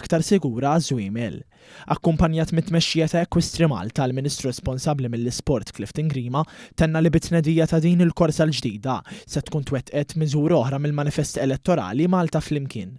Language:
Maltese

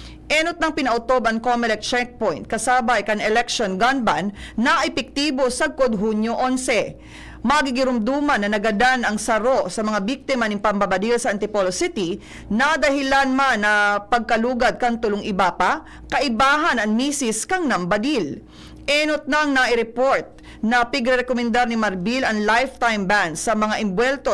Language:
Bikol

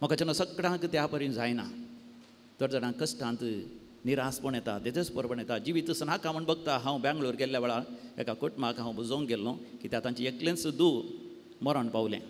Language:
Konkani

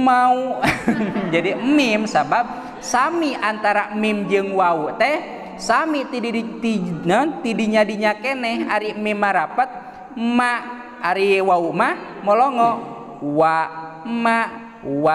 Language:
Sundanese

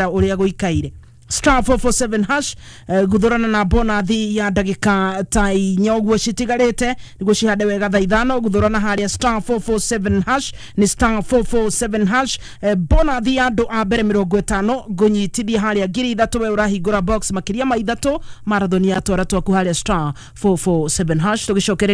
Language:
Kikuyu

